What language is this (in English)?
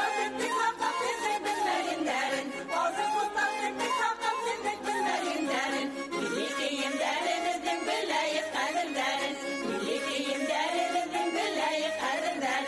Bashkir